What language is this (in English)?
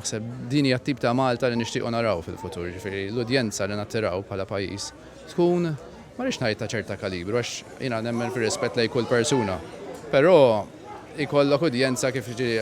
Maltese